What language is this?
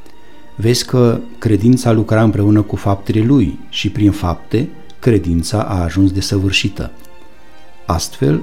Romanian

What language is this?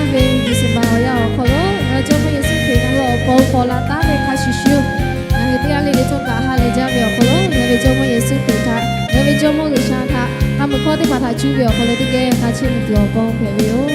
Lahu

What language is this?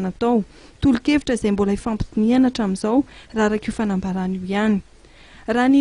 Malagasy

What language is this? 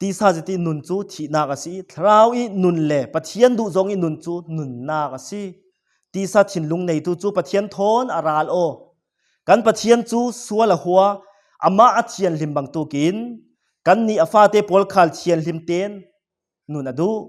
Falam Chin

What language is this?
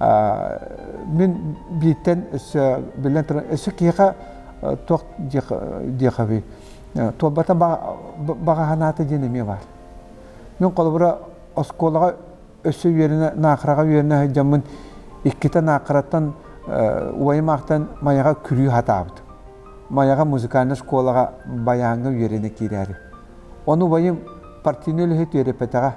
Yakut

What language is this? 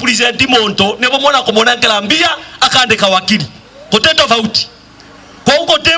Meru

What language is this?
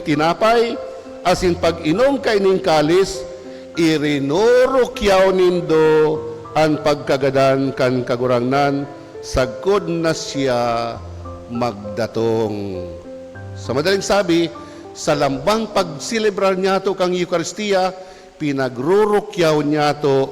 Bikol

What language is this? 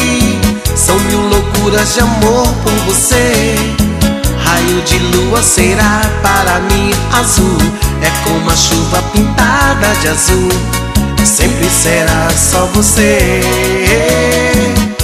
Portuguese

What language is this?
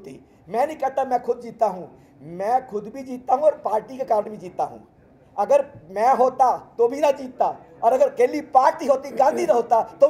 Hindi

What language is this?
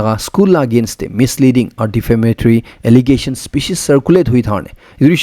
Naga Pidgin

